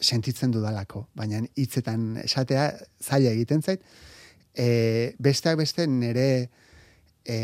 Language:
Basque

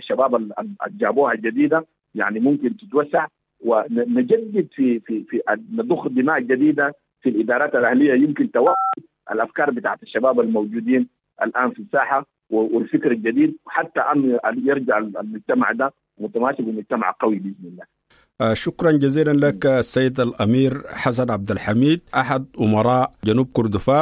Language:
Sudanese Arabic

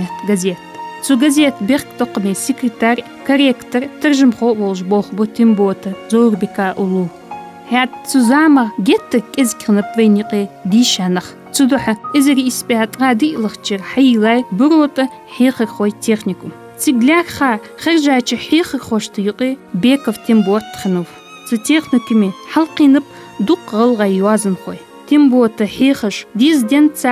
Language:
Ingush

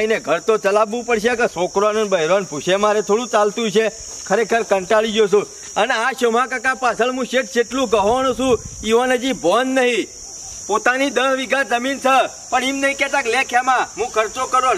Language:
Gujarati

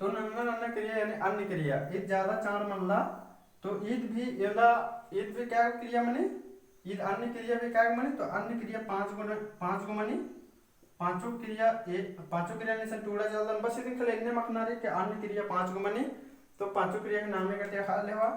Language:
Kurukh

